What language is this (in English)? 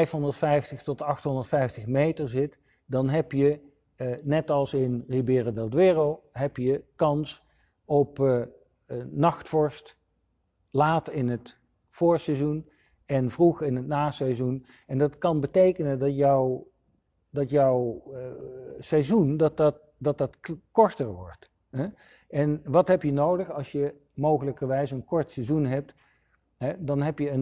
Dutch